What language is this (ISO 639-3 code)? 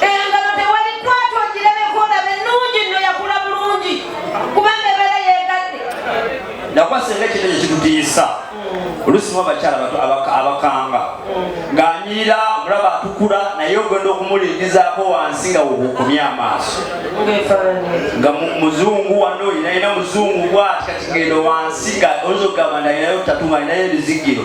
lug